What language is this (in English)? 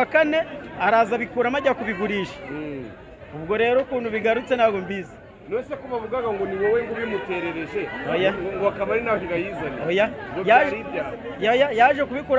Kinyarwanda